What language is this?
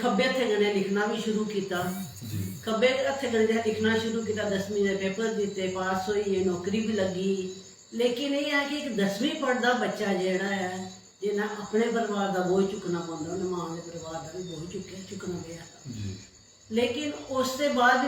Dogri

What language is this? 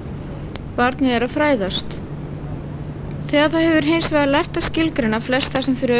Icelandic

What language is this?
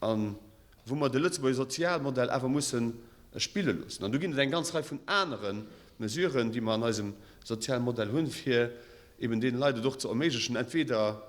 Luxembourgish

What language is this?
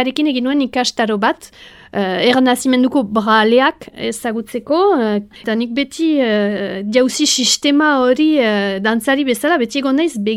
Basque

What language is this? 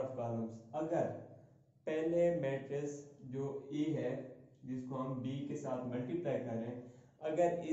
Hindi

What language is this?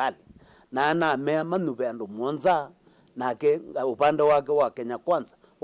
Kamba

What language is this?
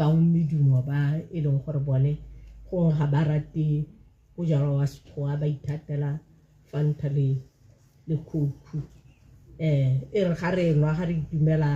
Tswana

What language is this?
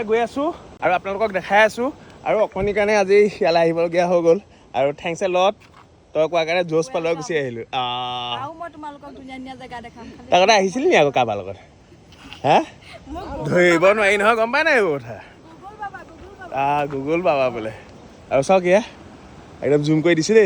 Assamese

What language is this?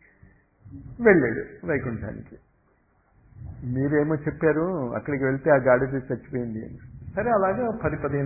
Telugu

